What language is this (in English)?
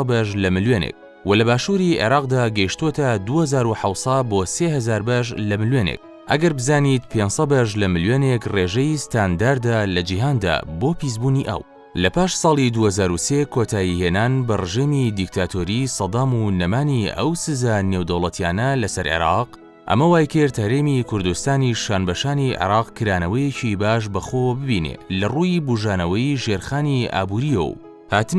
Central Kurdish